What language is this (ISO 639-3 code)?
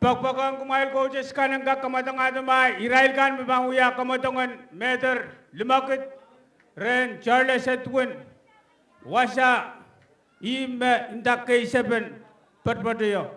pon